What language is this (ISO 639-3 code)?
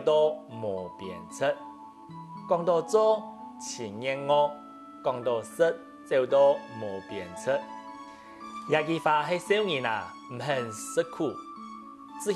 hak